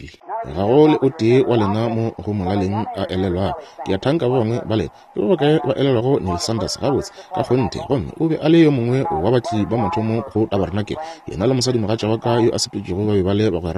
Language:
Northern Sotho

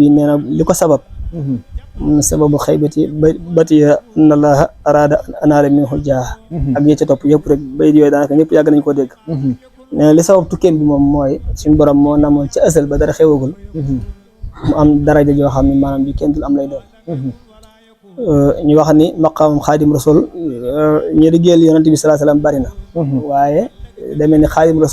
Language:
Wolof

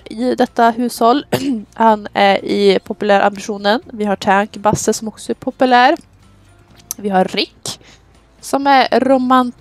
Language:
Swedish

